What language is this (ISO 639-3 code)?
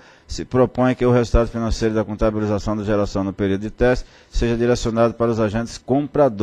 por